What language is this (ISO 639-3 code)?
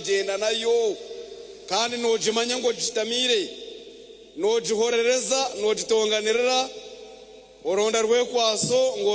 nyn